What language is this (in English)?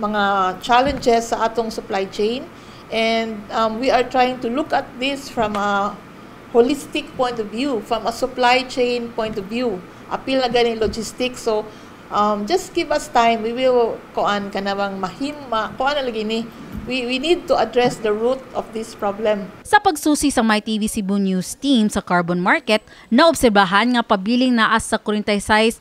Cebuano